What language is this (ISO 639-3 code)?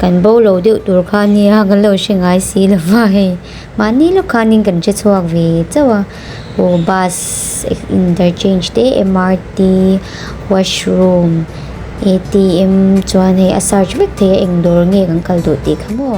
lus